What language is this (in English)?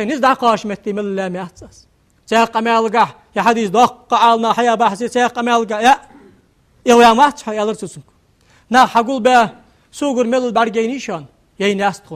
Ingush